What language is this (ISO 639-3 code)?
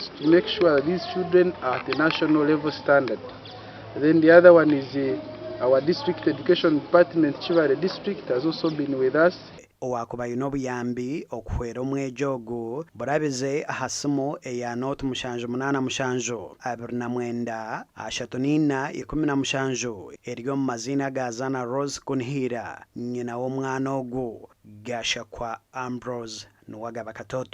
nyn